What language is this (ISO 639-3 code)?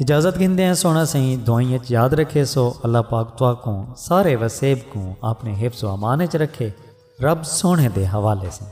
skr